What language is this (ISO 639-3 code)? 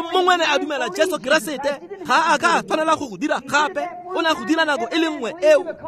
tsn